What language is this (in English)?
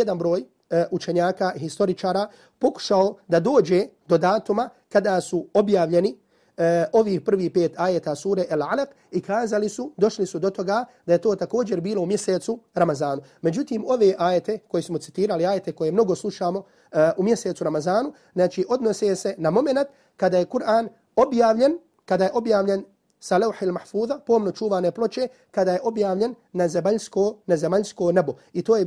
Bosnian